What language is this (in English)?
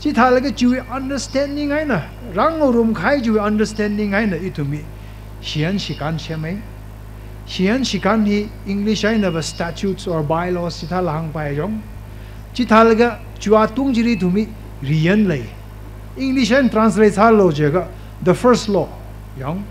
Tangkhul Naga (India)